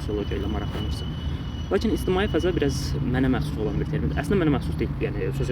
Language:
Azerbaijani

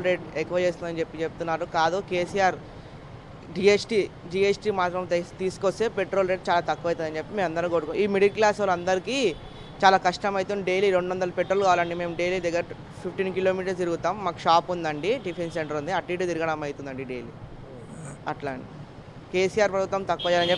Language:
Telugu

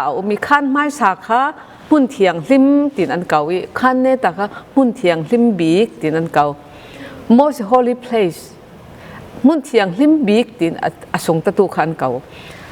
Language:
Falam Chin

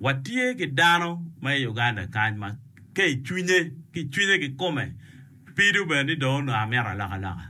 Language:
Acoli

